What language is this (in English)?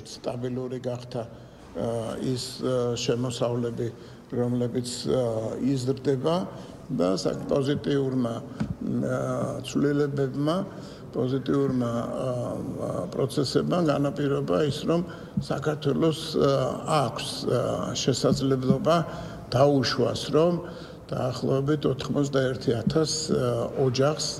Georgian